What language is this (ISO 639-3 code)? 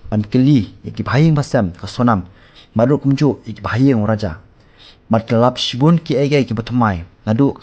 kha